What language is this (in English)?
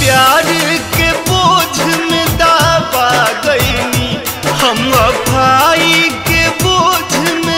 Bhojpuri